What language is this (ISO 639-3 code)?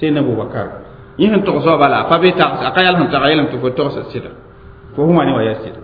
mos